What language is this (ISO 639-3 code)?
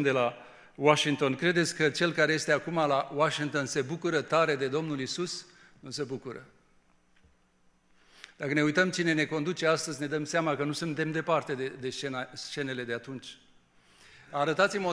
ron